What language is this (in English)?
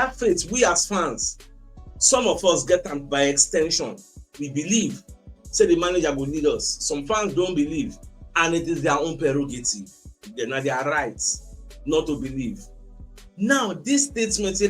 Nigerian Pidgin